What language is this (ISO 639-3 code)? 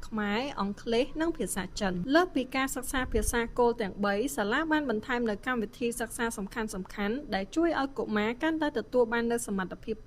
khm